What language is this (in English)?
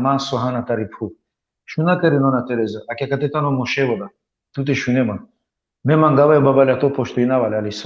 Balkan Romani